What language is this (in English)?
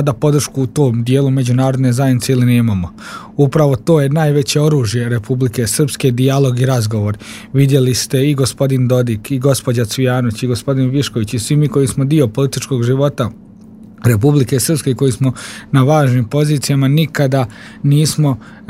Croatian